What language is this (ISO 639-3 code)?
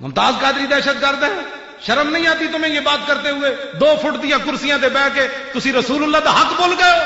lah